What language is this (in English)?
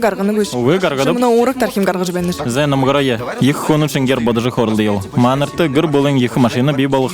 Buriat